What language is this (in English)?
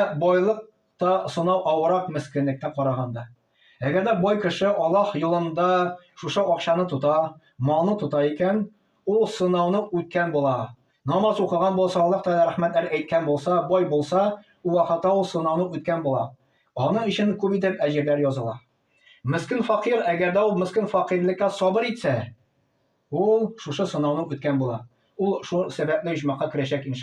Tatar